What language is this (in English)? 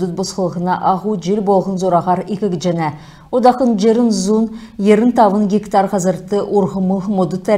Kalmyk